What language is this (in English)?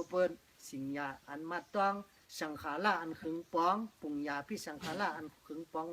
Shan